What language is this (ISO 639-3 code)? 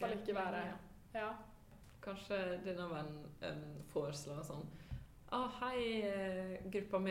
nor